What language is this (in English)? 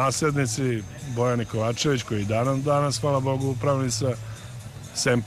Serbian